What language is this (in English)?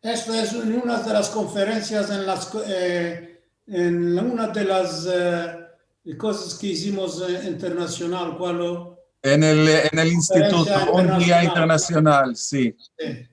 Ladino